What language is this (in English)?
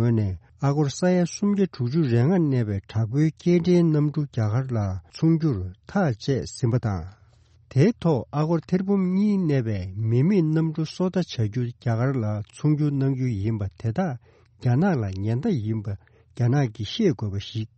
Tibetan